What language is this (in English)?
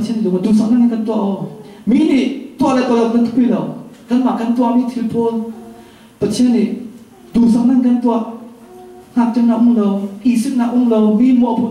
Falam Chin